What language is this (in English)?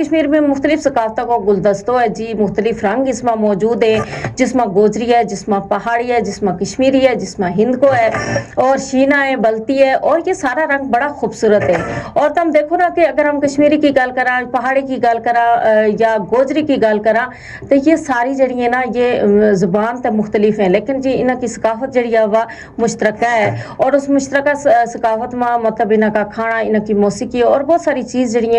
Gujari